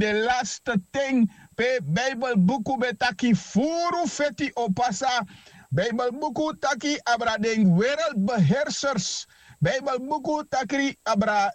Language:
Sranan Tongo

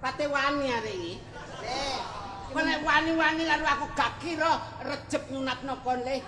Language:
Javanese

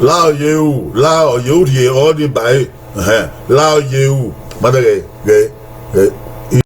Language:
Bini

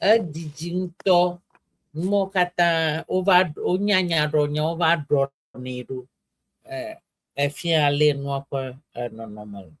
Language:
Ewe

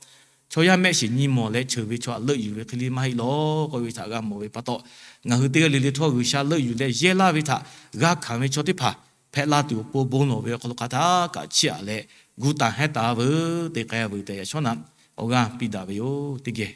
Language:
Lahu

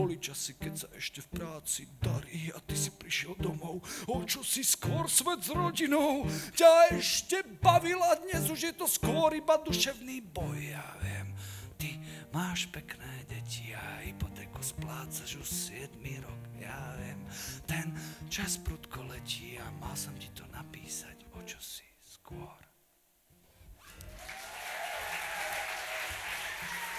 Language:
Slovak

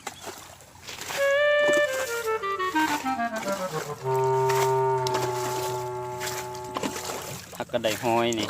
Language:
Lao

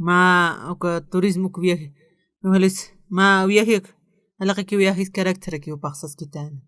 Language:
Aymara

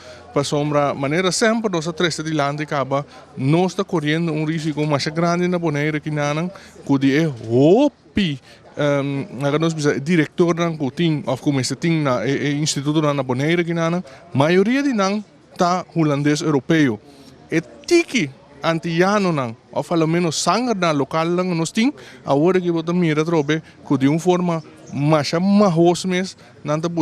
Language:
Papiamento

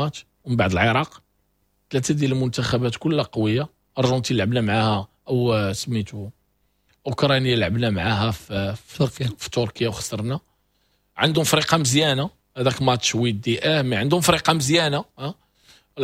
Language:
Moroccan Arabic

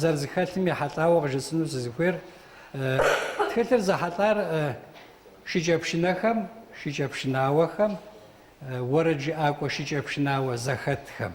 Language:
Kabardian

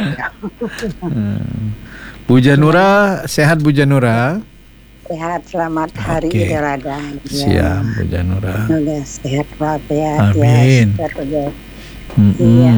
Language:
Indonesian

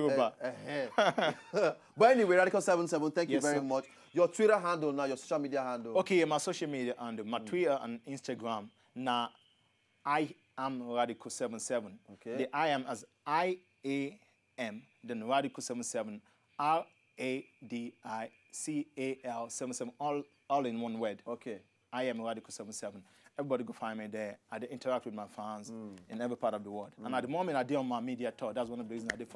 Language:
Nigerian Pidgin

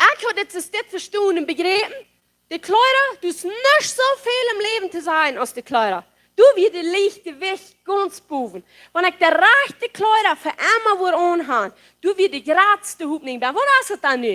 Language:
Plautdietsch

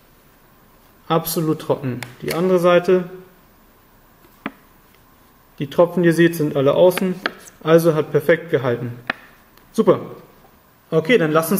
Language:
German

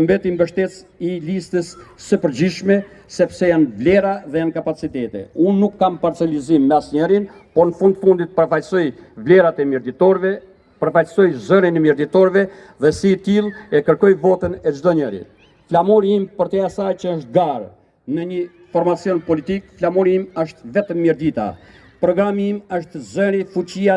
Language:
Albanian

